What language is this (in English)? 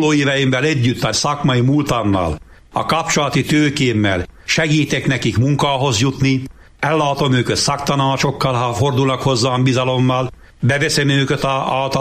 Hungarian